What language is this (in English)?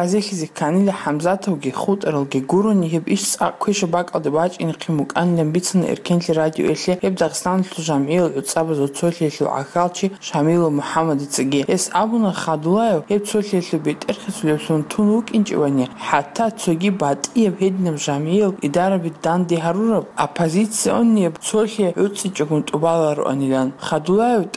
Avaric